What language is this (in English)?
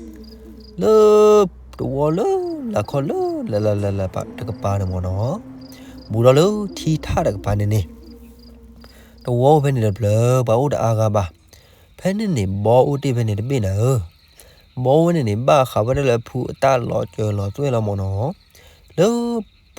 S'gaw Karen